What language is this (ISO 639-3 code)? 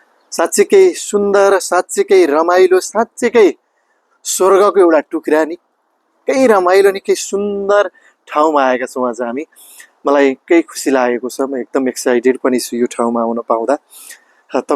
nep